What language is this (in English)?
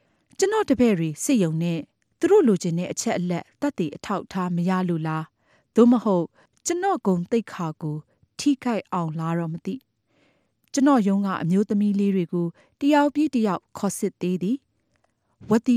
Burmese